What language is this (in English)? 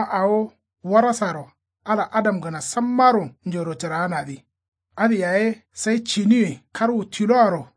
Kanuri